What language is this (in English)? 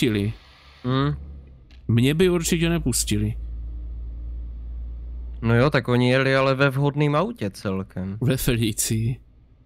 Czech